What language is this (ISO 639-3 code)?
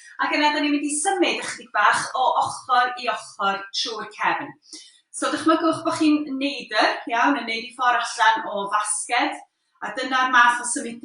cym